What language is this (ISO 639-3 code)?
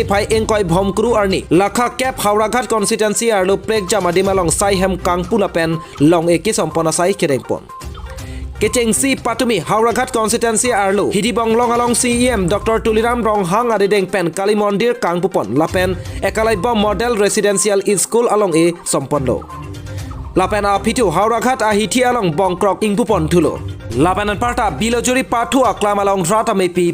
mjw